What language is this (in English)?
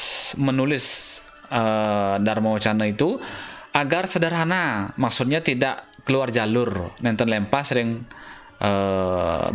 Balinese